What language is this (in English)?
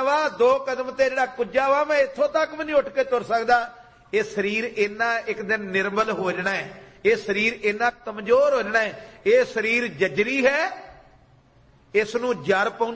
Punjabi